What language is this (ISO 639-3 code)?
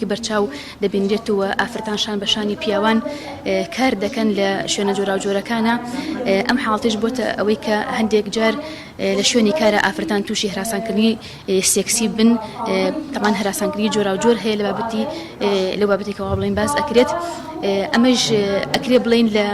ckb